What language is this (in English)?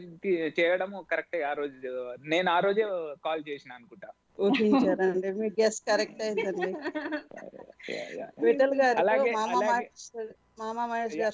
Telugu